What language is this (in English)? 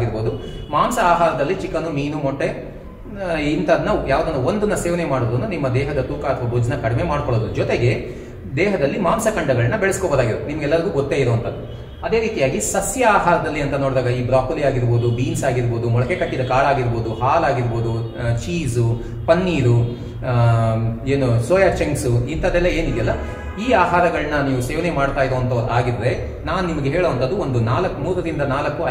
Kannada